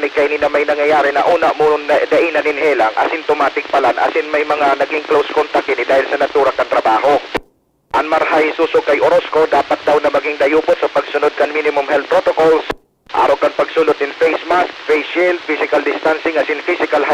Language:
Bikol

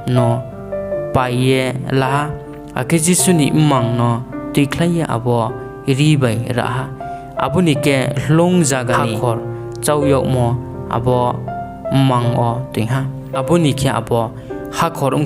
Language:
Riang (India)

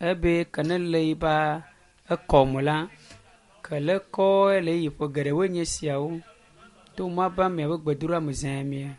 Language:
Ewe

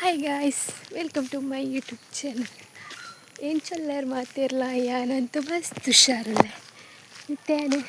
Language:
Tulu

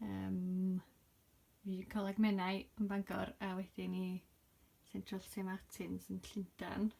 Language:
Welsh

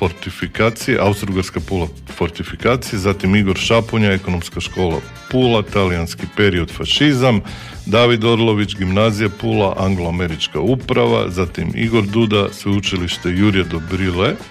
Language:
Croatian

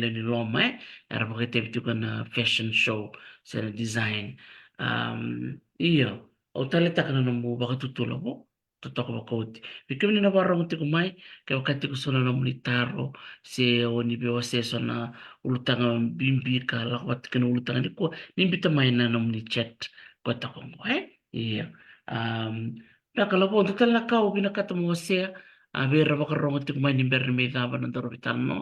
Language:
Fijian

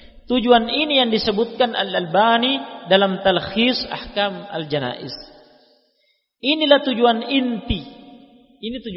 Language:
Indonesian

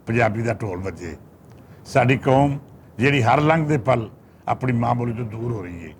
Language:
Western Panjabi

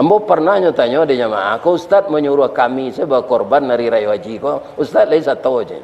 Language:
Minangkabau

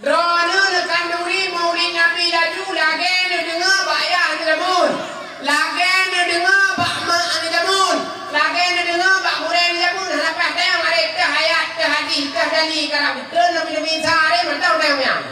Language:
Achinese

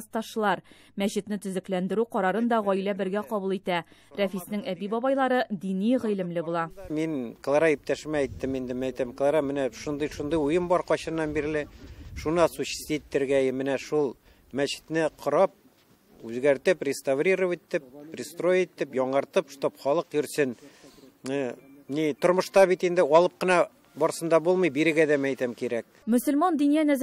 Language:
Tatar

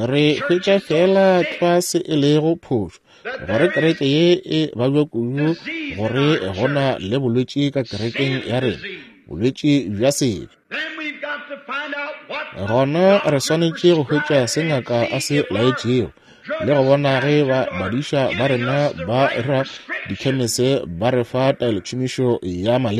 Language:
Northern Sotho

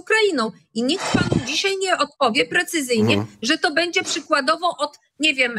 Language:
Polish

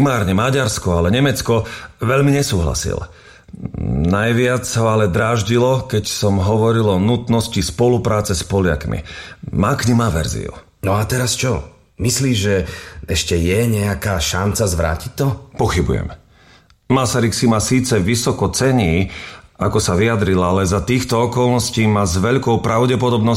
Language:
Slovak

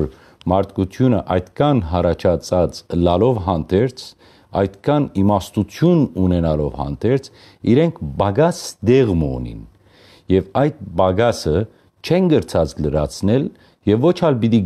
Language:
Western Armenian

